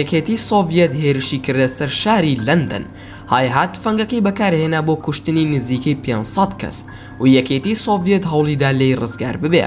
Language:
Central Kurdish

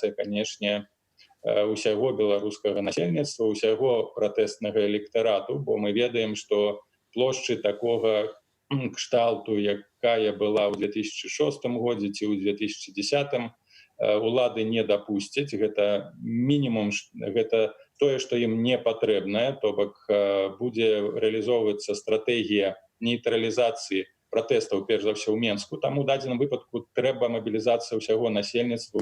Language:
Belarusian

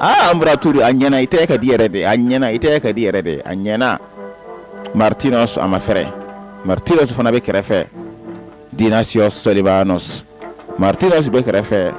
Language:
Bambara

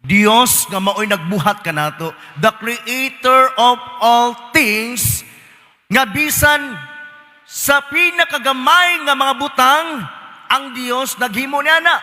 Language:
Cebuano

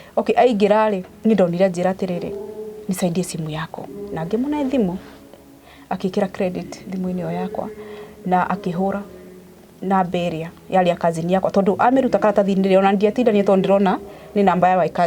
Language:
Kikuyu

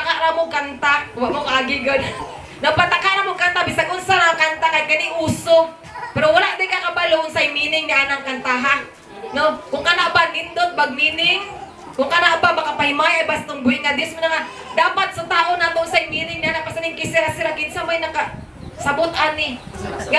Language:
Cebuano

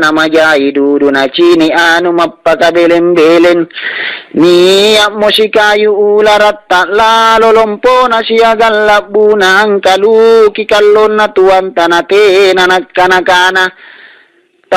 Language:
Makasar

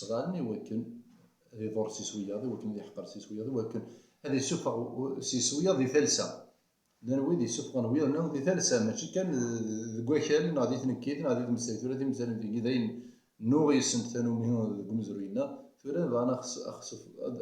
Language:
Kabyle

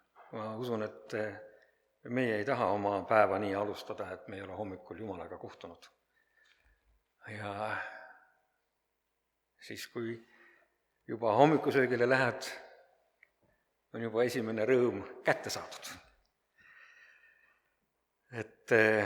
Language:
Estonian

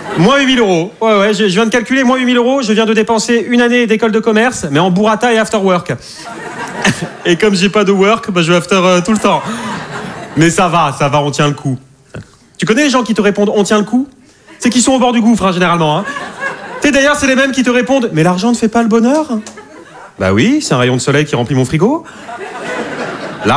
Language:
French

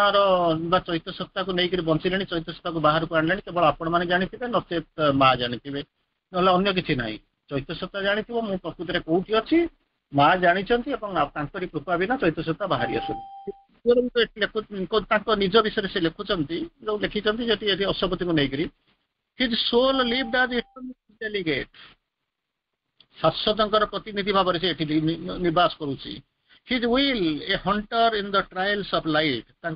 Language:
Odia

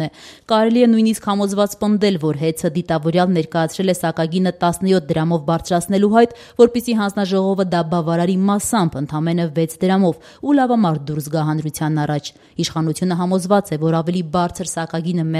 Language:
Armenian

